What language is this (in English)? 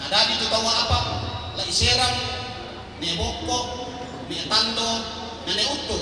Toraja-Sa'dan